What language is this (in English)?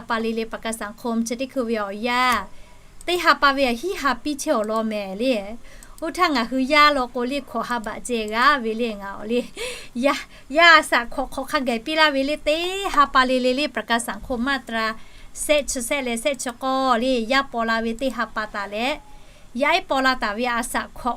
Lahu